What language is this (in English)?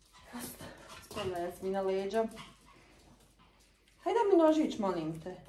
Croatian